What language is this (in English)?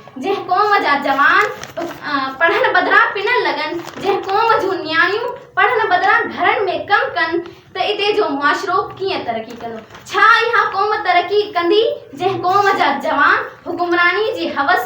Sindhi